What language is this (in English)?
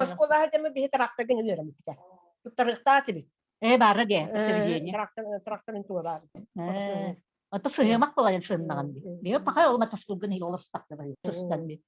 Yakut